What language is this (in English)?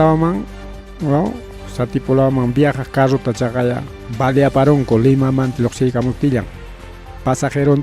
Ayacucho Quechua